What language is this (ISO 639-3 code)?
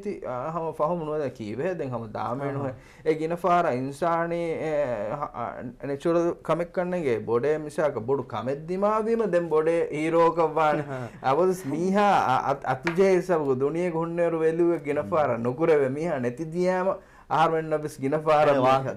div